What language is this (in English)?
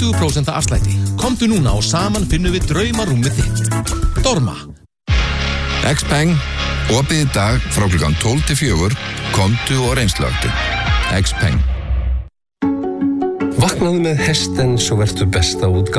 Icelandic